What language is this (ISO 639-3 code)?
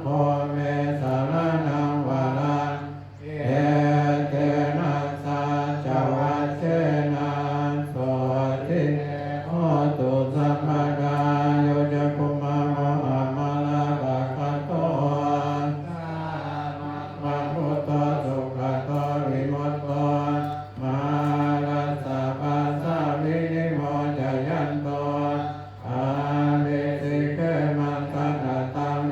pli